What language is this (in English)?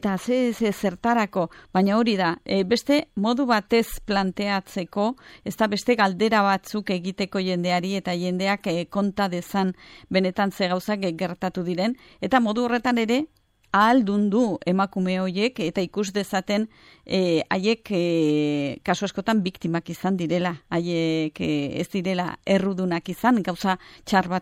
Basque